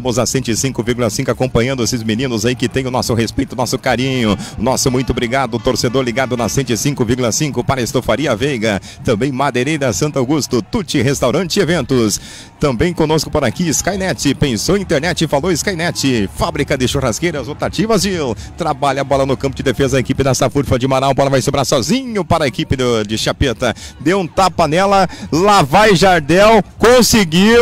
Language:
Portuguese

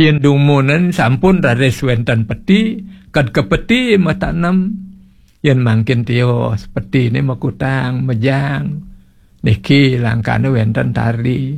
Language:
Balinese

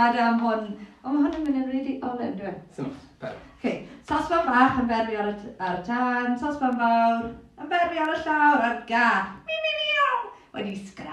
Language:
Welsh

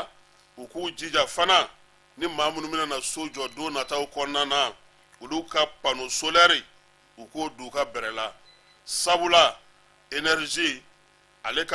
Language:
Bambara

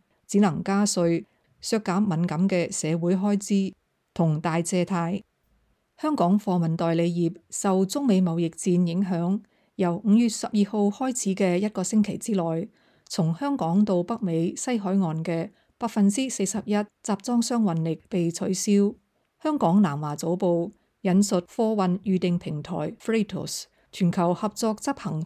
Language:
Cantonese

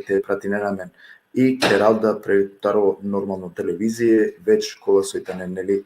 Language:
Balkan Romani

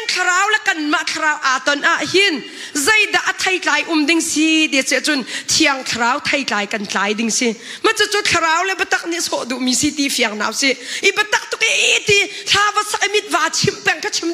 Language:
Hakha Chin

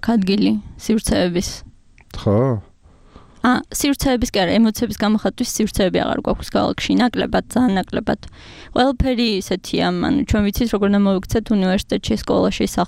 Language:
Georgian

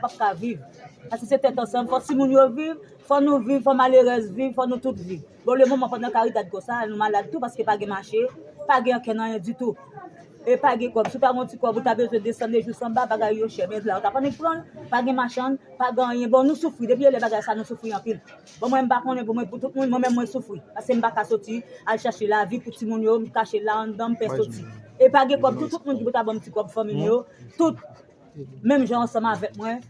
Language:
Haitian Creole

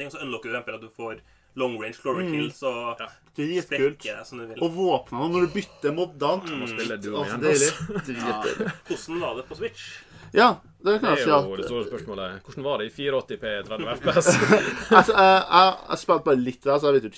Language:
Norwegian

